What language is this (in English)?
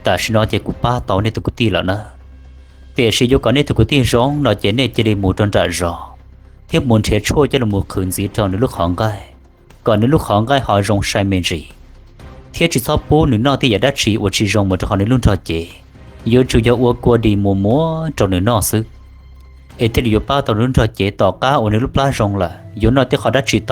Hmong